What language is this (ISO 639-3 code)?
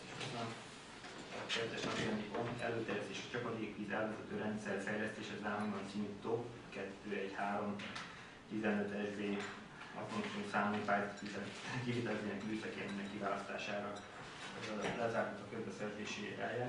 hun